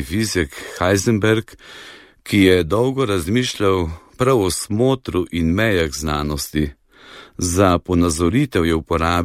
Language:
Slovenian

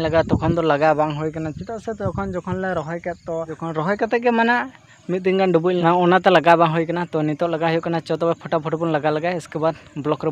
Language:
Santali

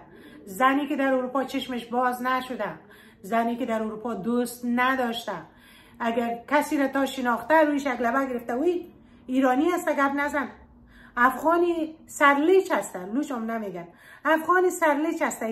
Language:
Persian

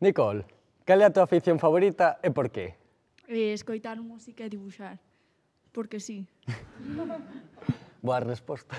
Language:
Galician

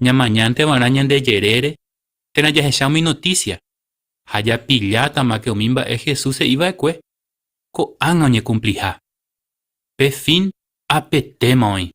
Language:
Guarani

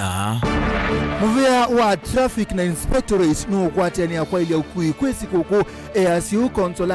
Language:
Kamba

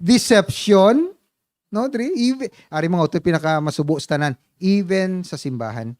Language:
Hiligaynon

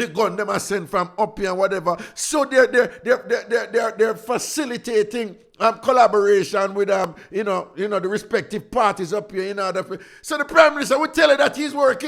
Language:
Jamaican Creole English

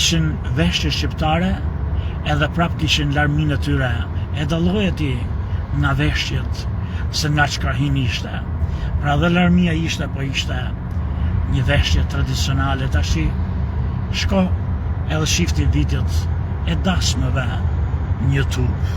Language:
Albanian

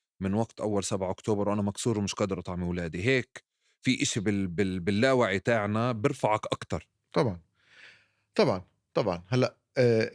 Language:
North Levantine Arabic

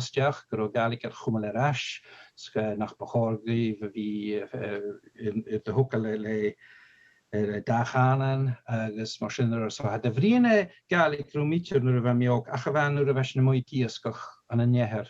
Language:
Scottish Gaelic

